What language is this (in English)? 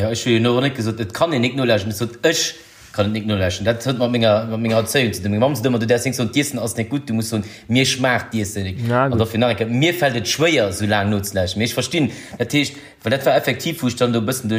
Luxembourgish